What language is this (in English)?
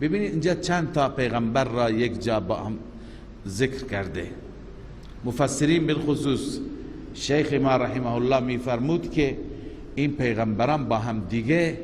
Persian